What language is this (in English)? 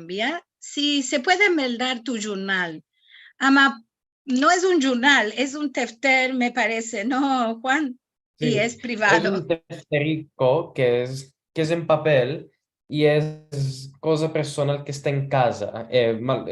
Ladino